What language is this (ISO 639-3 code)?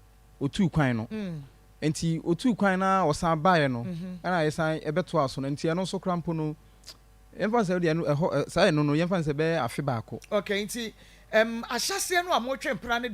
aka